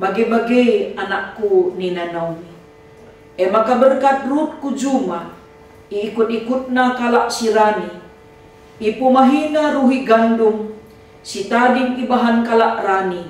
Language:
Batak Karo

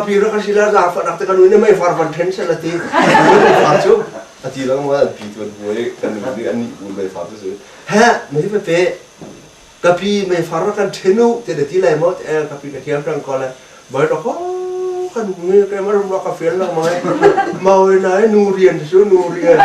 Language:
Hakha Chin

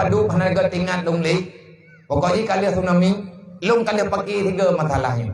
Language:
Achinese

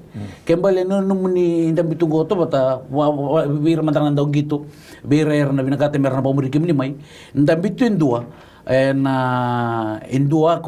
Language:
Fijian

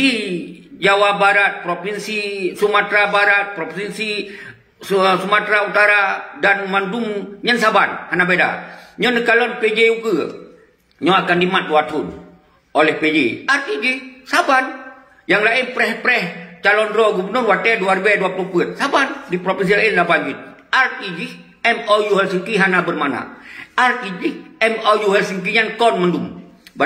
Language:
Achinese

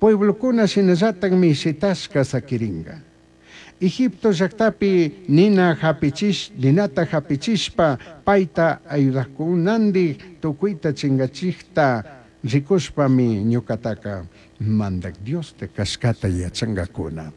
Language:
Chimborazo Highland Quichua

